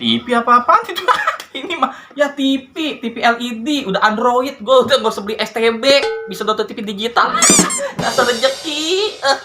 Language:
Betawi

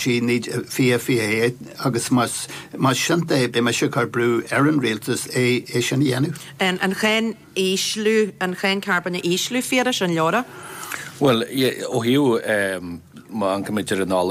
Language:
Irish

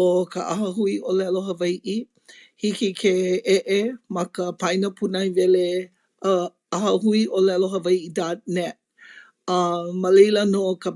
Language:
Hawaiian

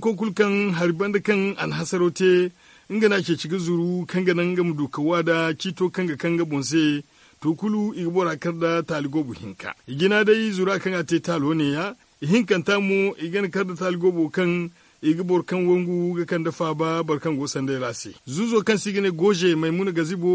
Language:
Zarma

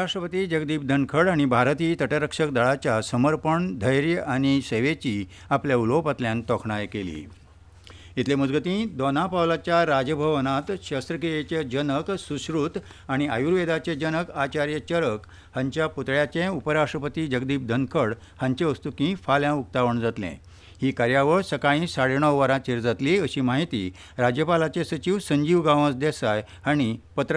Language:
Konkani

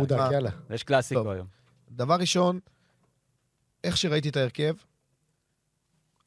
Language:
Hebrew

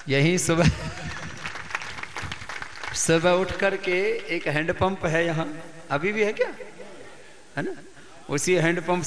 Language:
Hindi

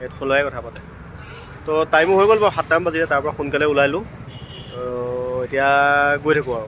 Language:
Assamese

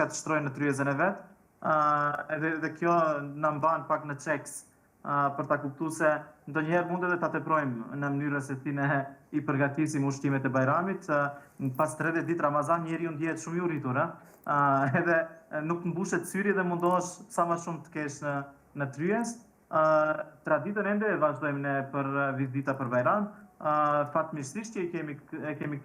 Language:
Albanian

